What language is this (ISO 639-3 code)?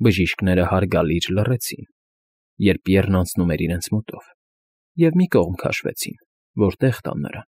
hye